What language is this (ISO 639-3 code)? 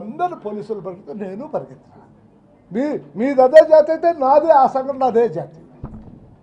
tel